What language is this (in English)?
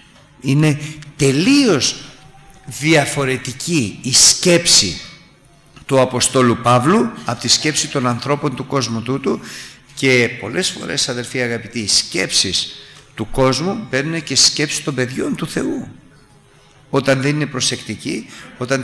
Greek